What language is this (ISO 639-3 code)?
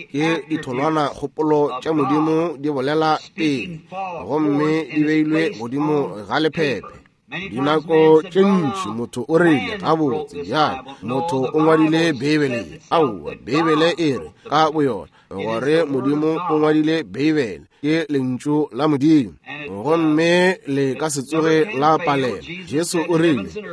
nso